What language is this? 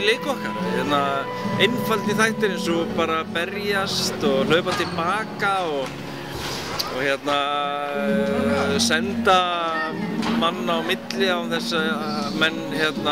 Icelandic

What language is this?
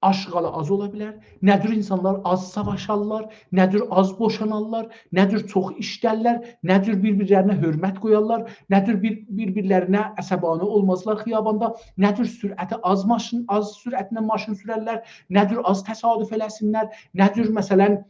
South Azerbaijani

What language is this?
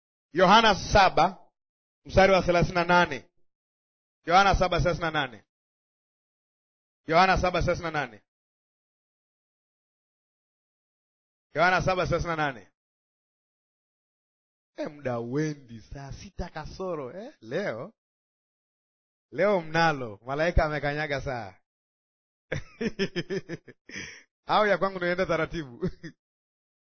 Swahili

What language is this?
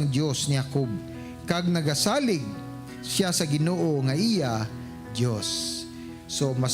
Hiligaynon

